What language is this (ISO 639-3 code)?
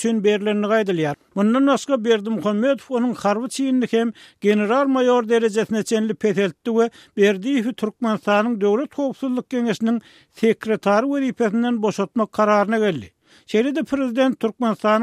tuk